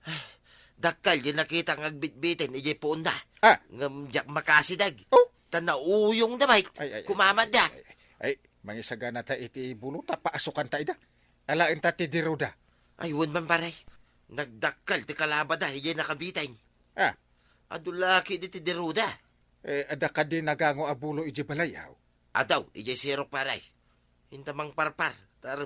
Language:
Iloko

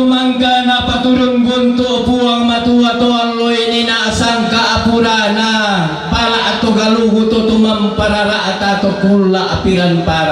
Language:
Toraja-Sa'dan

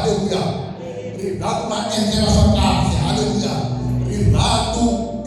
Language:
Tsonga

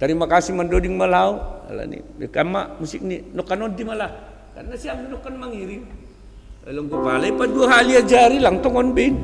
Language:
Batak Simalungun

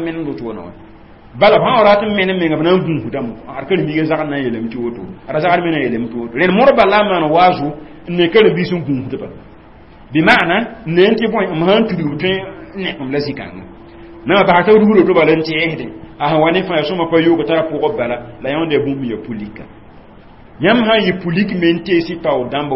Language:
Mossi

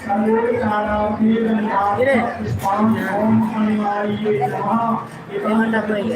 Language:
Maithili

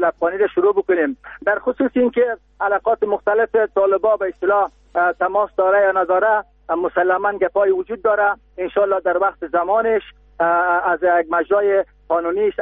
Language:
Persian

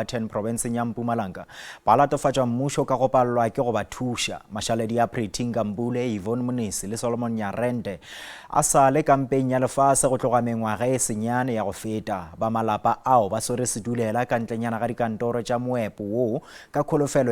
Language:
Northern Sotho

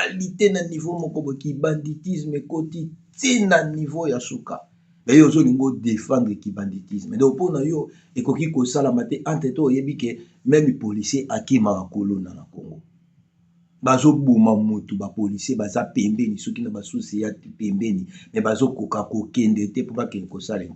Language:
Lingala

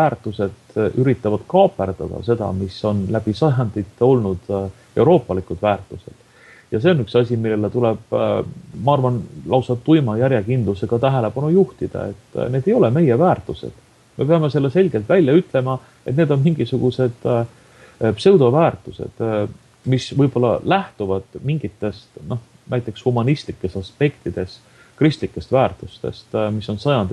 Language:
Estonian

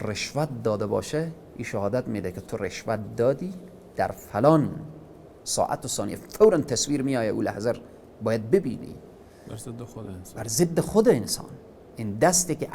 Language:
Persian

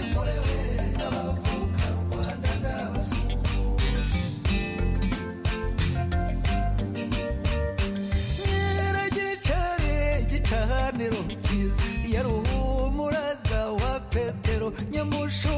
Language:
Kinyarwanda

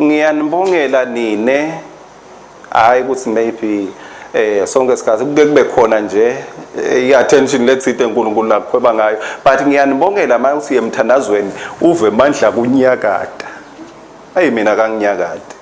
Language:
Swati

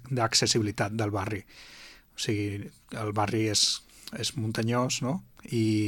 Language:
Catalan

